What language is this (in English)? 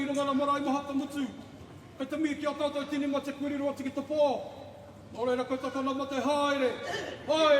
Māori